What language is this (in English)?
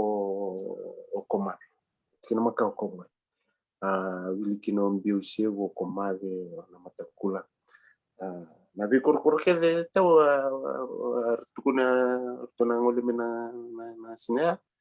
Fijian